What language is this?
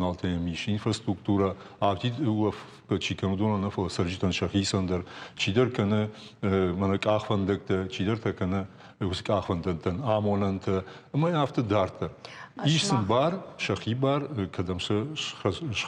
Ossetic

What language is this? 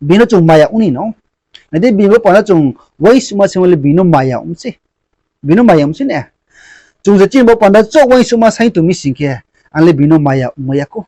Riang (India)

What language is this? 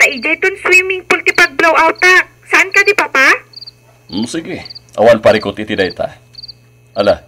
Iloko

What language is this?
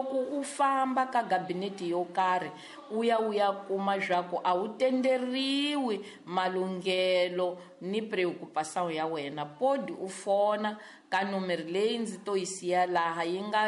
Tsonga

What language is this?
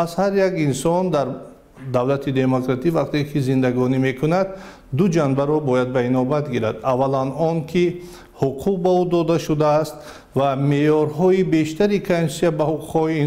Tajik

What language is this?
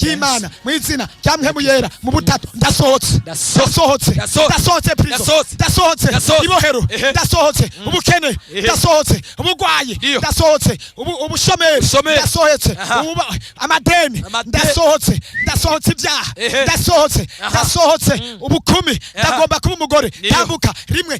Rundi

